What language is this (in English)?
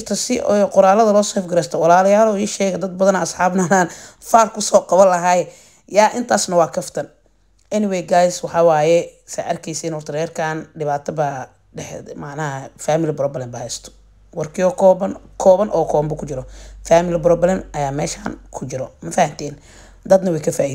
Somali